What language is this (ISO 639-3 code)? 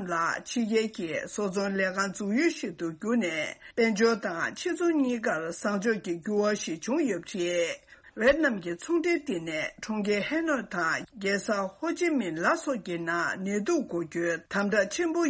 bod